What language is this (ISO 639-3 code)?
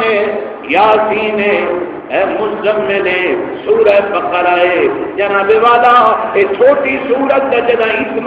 skr